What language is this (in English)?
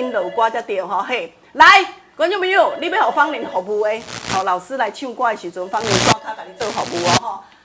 Min Nan Chinese